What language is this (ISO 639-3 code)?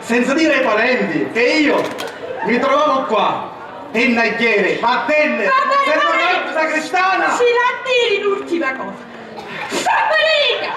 scn